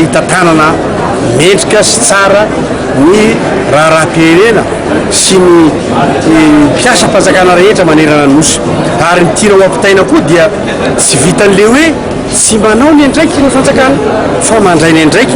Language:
Malagasy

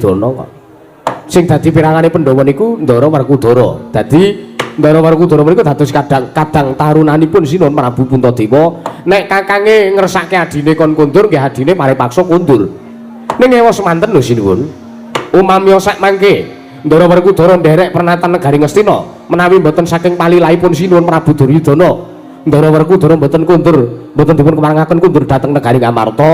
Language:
Javanese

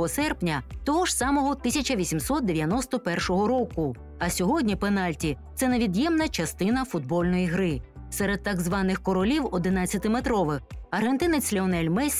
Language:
Ukrainian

